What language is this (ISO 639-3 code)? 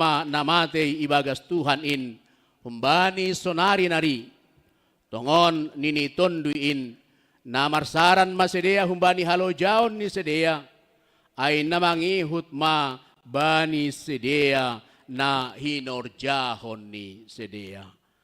bts